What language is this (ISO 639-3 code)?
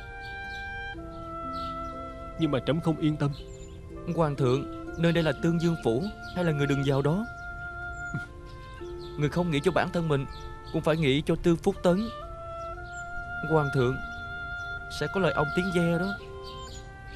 vie